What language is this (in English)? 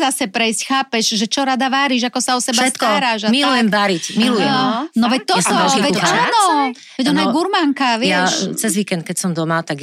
Slovak